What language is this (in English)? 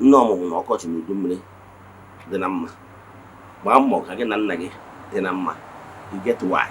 Igbo